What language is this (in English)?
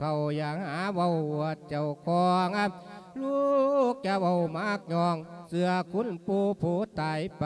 Lao